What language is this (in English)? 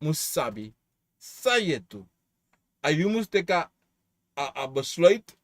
Sranan Tongo